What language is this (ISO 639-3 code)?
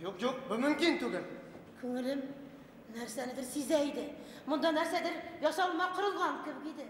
bak